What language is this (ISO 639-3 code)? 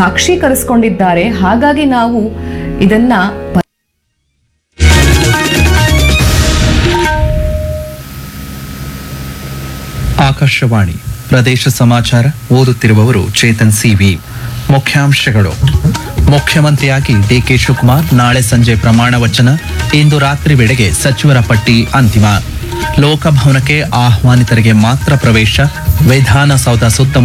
kan